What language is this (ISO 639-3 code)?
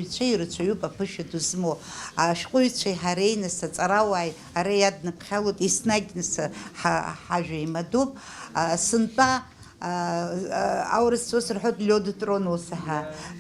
abk